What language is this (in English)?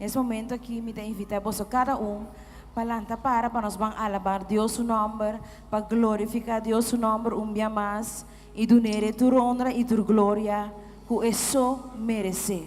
Papiamento